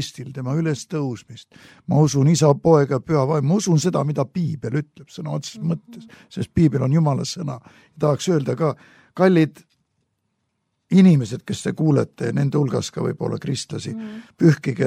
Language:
Estonian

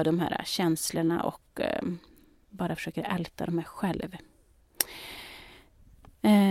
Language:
Swedish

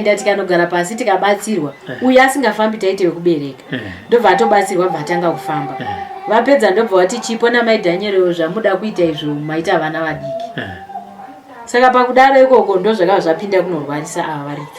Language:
Shona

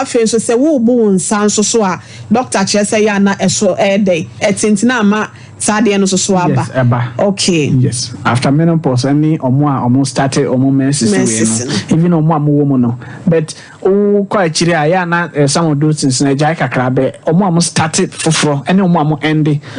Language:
Akan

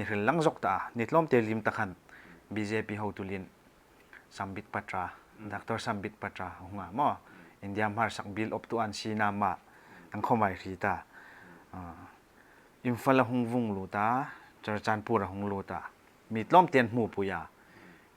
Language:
Hmar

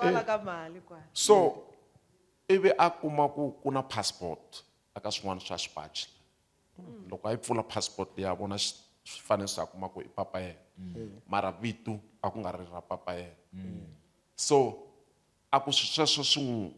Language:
Tsonga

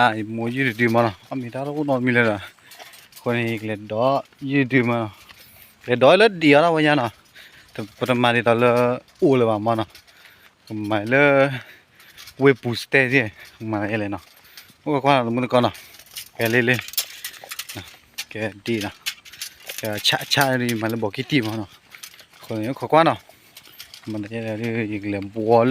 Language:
S'gaw Karen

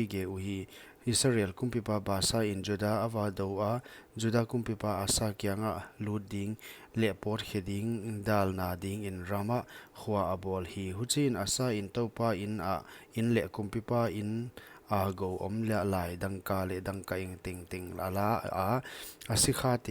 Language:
Paite Chin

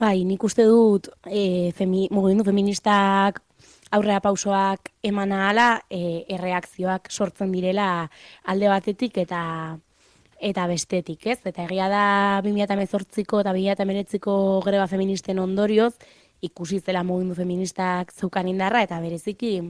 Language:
Basque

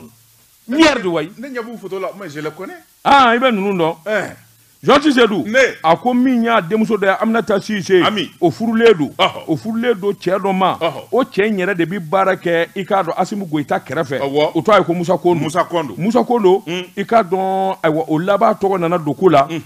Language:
Bambara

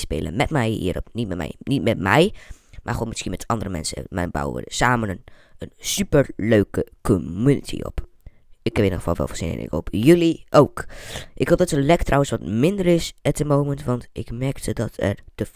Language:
Dutch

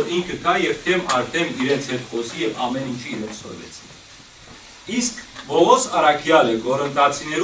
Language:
Western Armenian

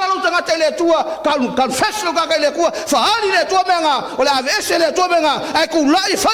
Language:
Samoan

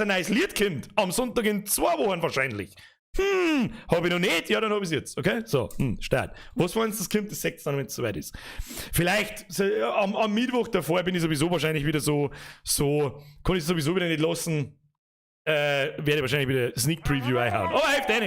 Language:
Bavarian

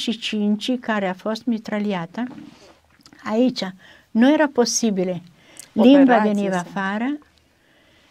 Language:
Romanian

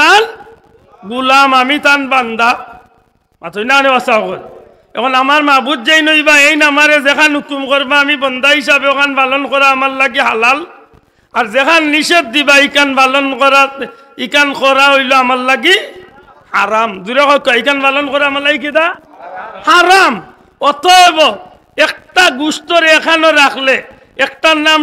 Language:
Sylheti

